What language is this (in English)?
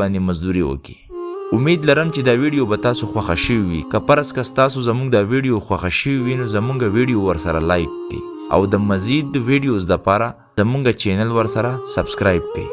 Pashto